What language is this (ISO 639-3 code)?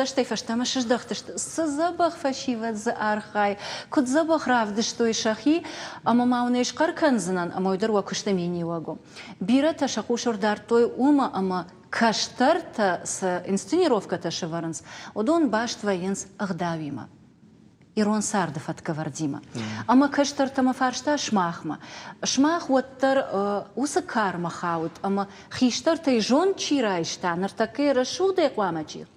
oss